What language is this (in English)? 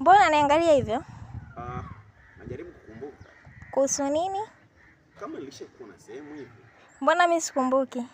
Swahili